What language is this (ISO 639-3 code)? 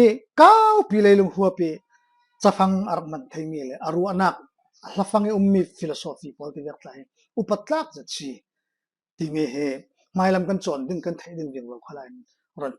cfm